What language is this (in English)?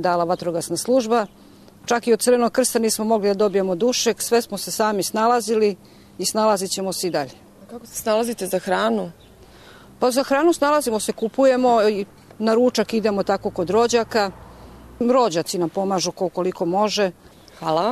Serbian